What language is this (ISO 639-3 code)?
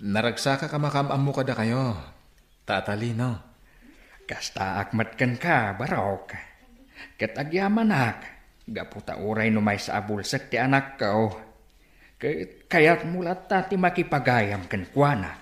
ilo